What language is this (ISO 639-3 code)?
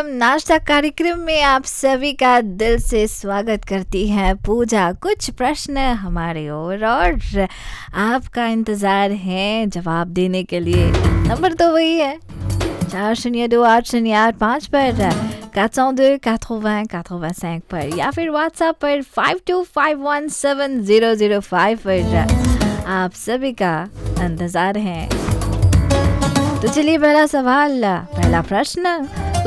hin